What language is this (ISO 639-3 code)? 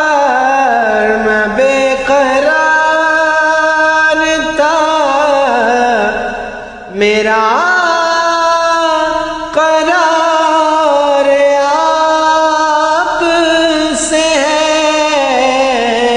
urd